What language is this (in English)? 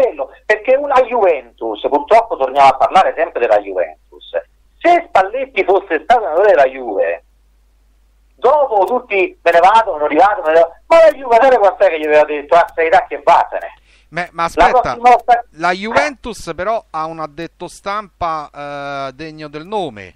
Italian